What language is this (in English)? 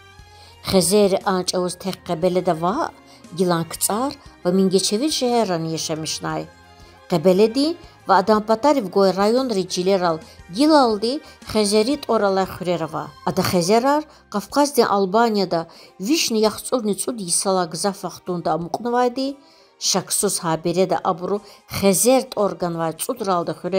Lezghian